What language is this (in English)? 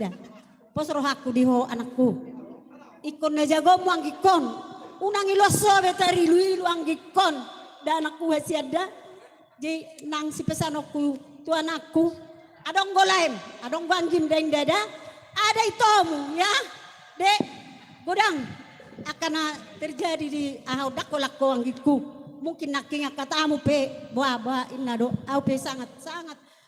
Batak Toba